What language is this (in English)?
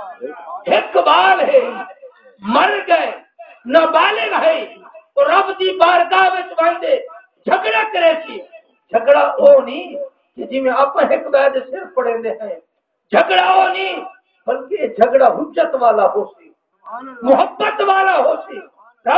Saraiki